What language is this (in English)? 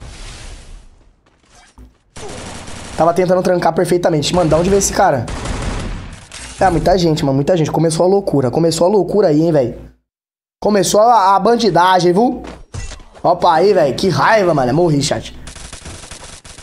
Portuguese